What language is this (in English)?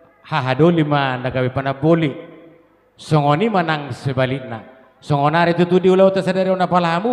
Batak Toba